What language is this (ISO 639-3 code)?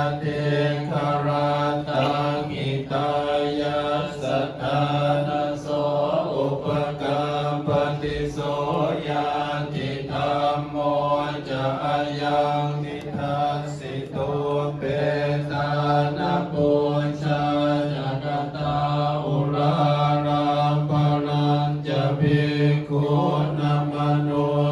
pli